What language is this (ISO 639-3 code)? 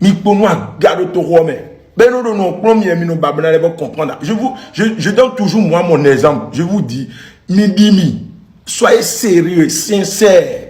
fon